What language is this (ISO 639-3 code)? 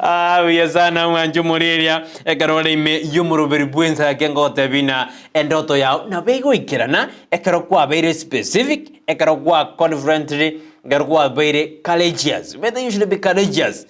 guz